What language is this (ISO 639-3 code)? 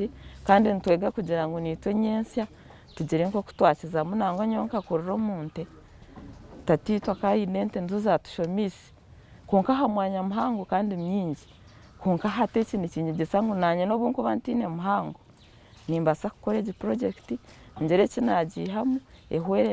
nyn